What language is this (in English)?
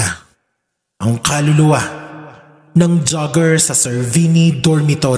Filipino